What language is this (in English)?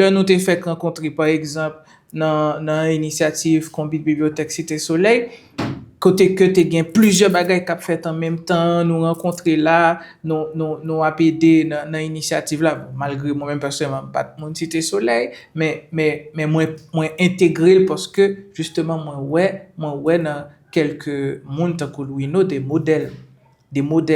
Haitian Creole